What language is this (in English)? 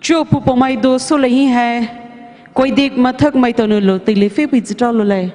Poumei Naga